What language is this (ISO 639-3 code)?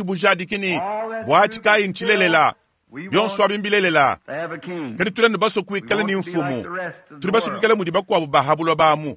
lua